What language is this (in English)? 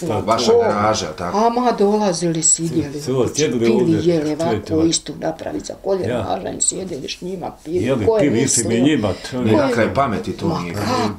Bosnian